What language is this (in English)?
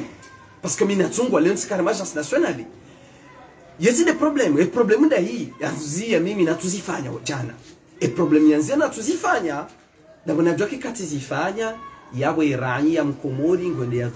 Swahili